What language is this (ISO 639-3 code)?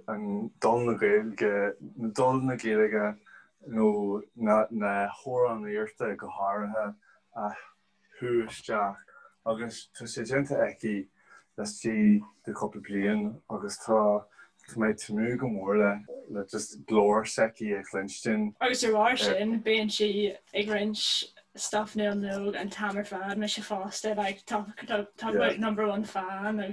gle